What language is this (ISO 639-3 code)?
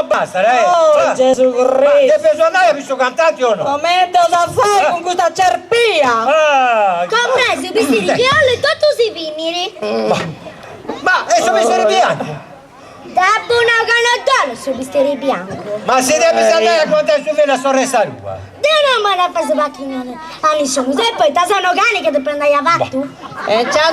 srd